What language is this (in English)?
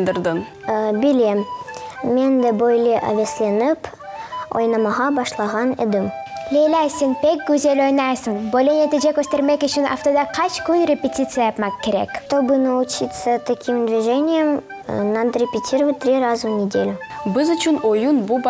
Crimean Tatar